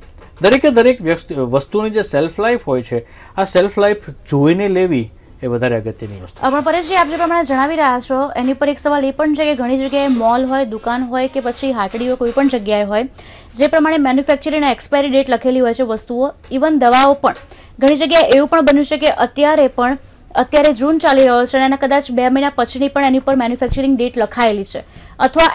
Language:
Gujarati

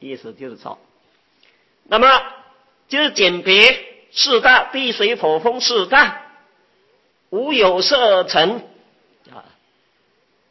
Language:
Chinese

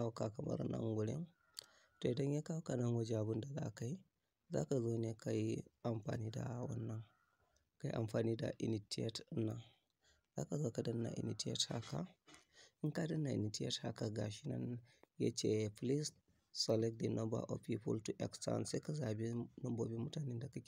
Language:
Hausa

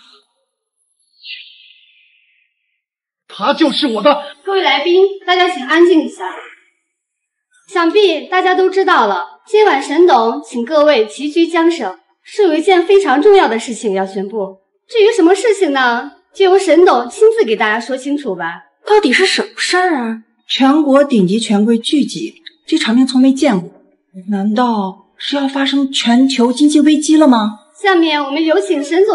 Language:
Chinese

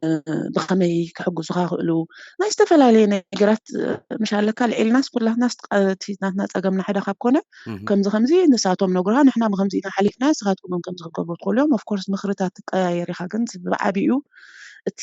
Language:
Tigrinya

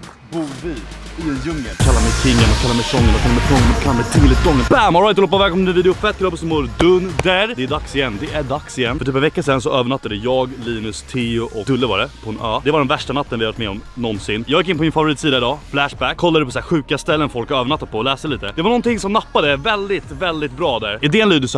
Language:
Swedish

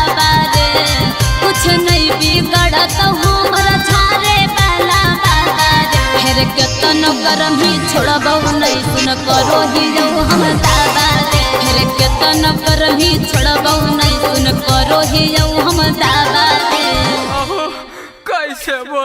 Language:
Magahi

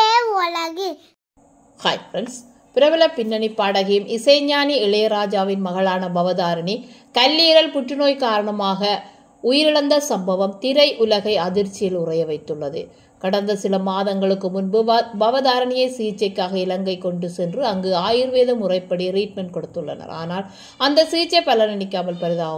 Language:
Tamil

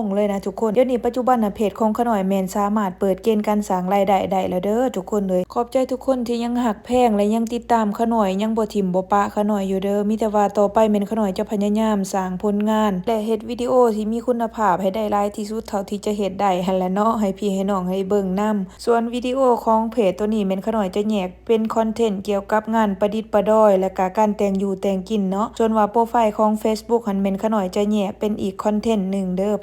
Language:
Lao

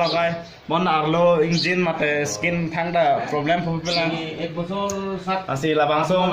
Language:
Karbi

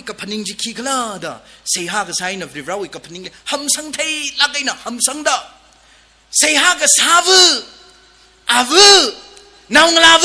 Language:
Tangkhul Naga (India)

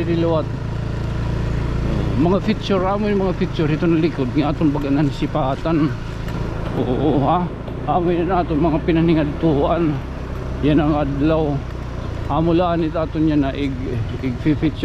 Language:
Waray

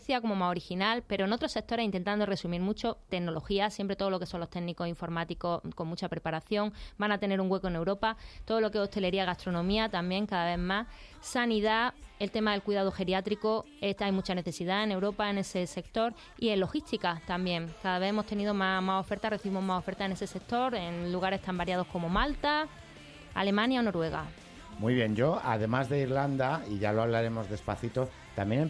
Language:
Spanish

